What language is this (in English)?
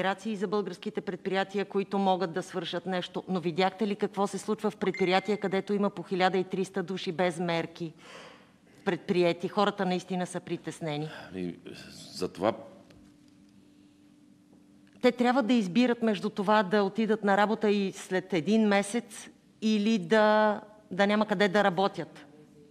Bulgarian